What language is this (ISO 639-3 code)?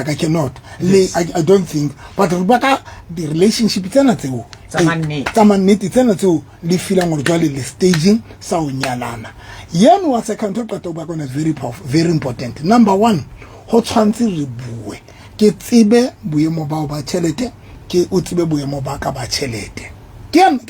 sot